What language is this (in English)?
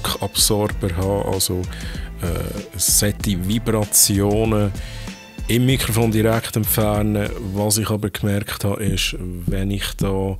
Swiss German